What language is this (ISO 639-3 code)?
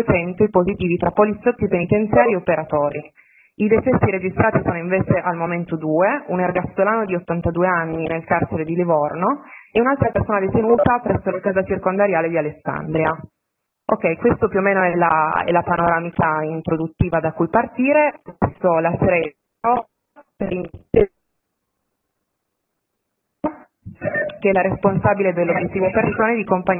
ita